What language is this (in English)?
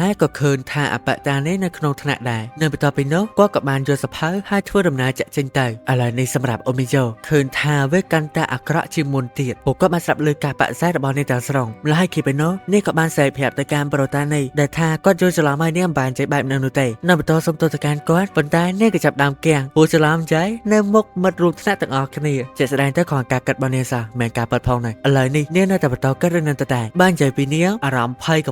Khmer